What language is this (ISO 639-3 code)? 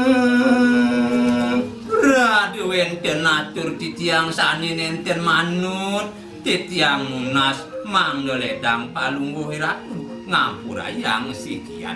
ban